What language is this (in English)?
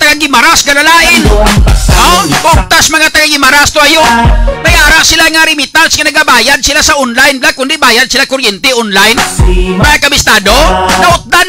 Hiligaynon